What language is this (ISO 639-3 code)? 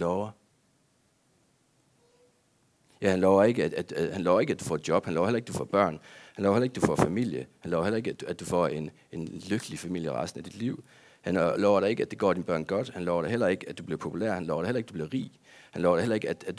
dan